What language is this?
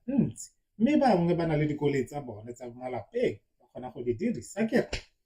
Tswana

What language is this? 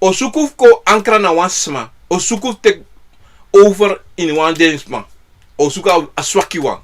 Sranan Tongo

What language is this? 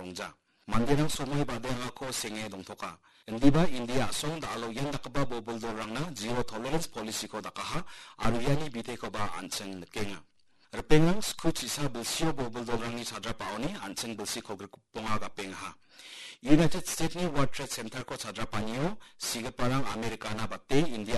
Garo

